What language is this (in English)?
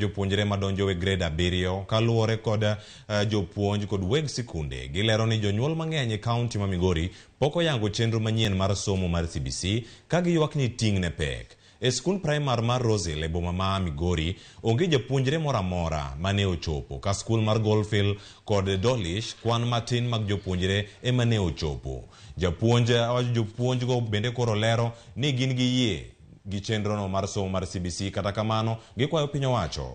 Luo (Kenya and Tanzania)